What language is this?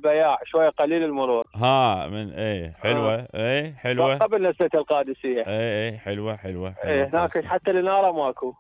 Mesopotamian Arabic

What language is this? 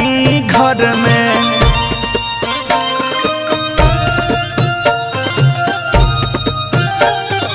Bhojpuri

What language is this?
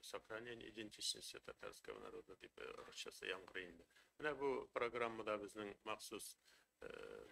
Tatar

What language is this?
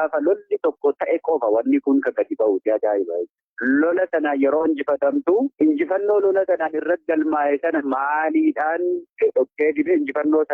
Oromo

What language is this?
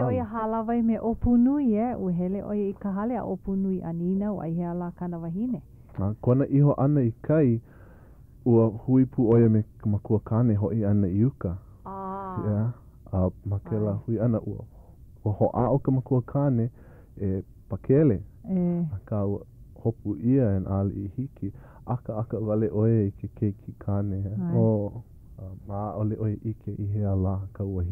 Hawaiian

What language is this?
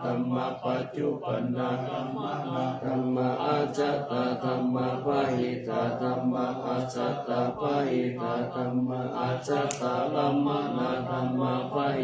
Pali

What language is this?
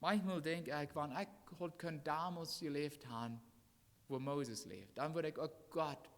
Plautdietsch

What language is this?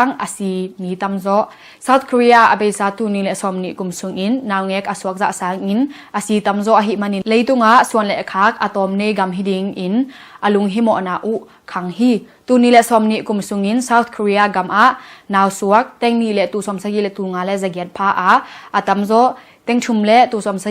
Tedim Chin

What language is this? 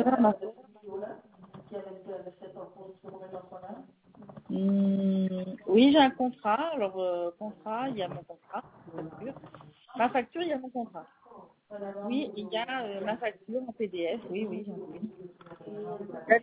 French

